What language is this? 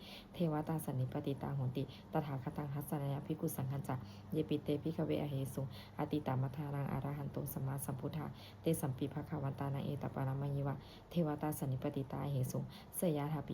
Pali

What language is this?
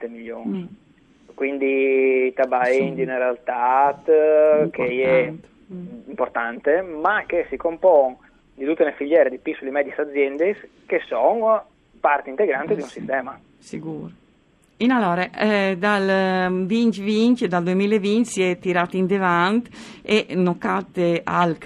Friulian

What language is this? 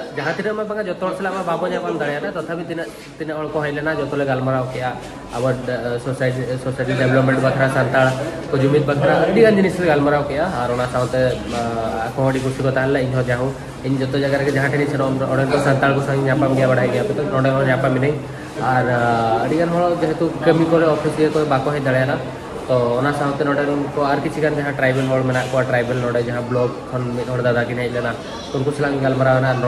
Santali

